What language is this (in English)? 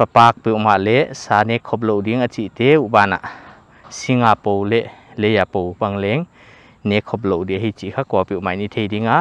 Paite Chin